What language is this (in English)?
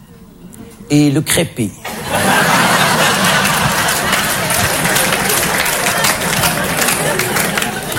French